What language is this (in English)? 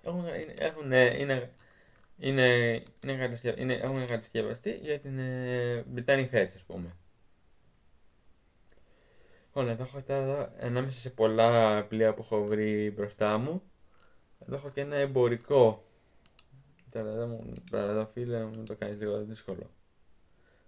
Greek